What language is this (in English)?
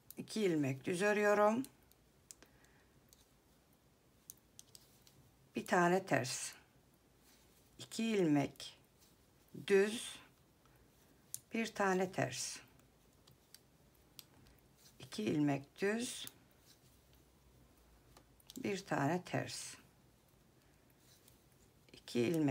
Turkish